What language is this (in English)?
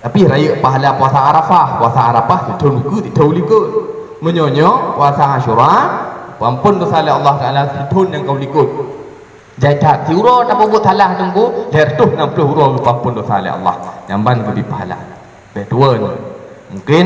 Achinese